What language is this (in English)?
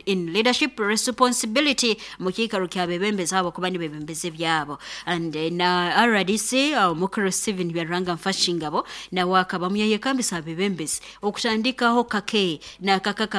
Nyoro